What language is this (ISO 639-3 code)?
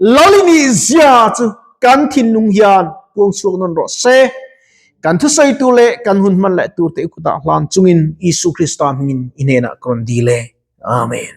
lus